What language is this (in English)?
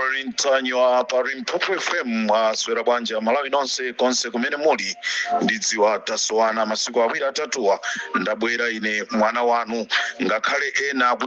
Nyanja